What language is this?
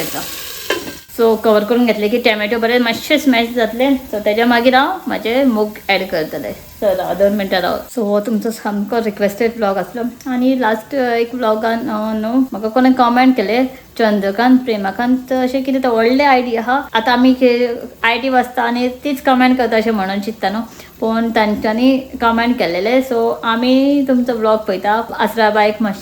Konkani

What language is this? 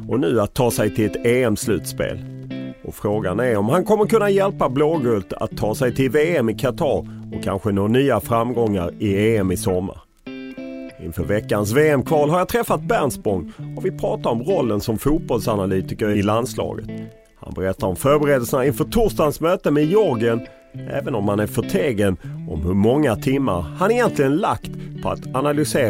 Swedish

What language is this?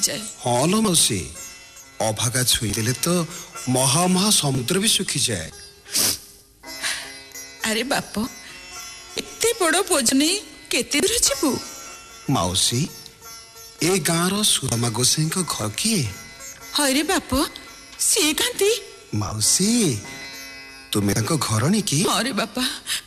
Odia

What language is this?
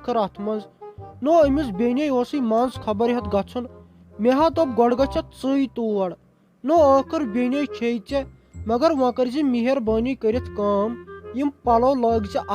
Kashmiri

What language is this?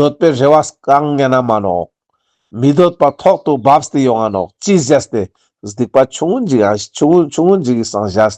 Ladakhi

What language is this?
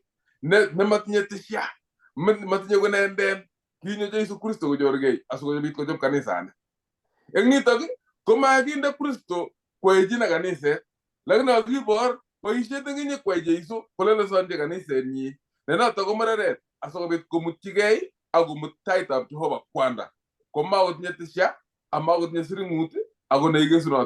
Kalenjin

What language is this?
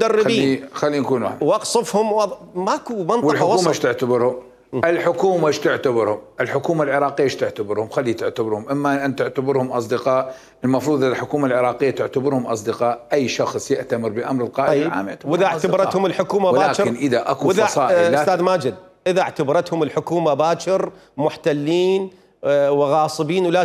Mesopotamian Arabic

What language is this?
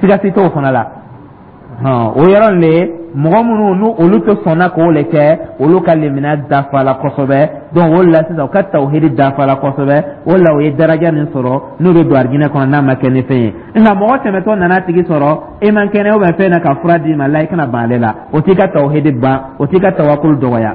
Dyula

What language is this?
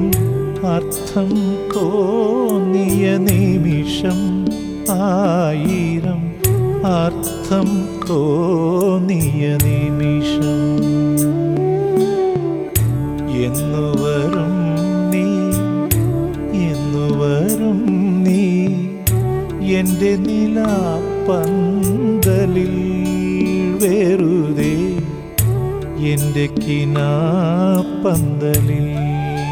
Malayalam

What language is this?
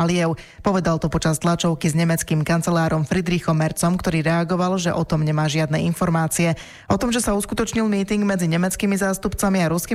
Slovak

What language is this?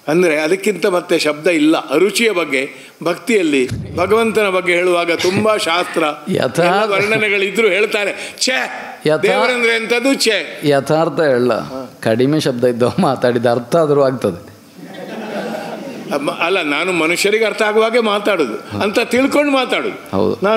Kannada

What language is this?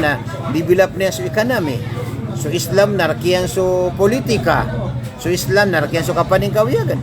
Maranao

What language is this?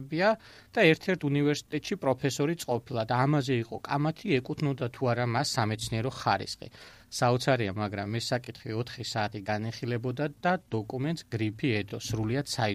Georgian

